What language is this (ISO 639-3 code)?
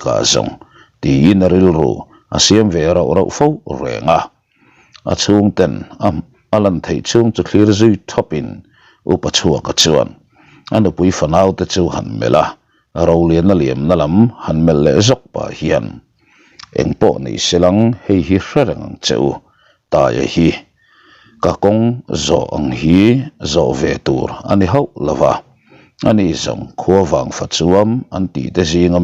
lus